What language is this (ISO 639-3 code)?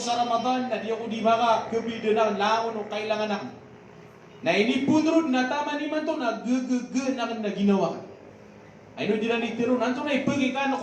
mrw